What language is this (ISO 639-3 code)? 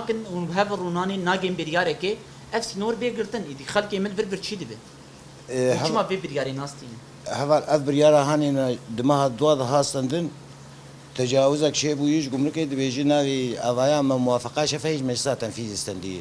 kur